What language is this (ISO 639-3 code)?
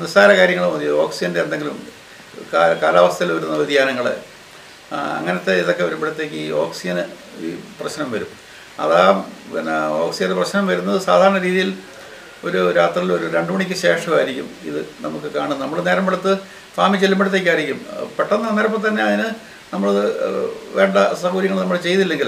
mal